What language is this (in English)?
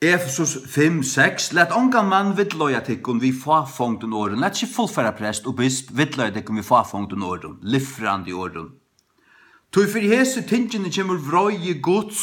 Faroese